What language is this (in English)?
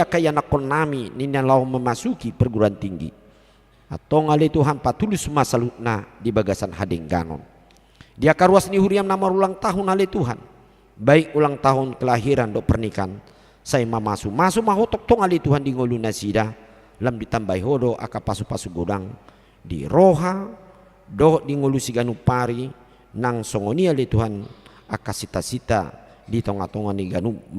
Batak Toba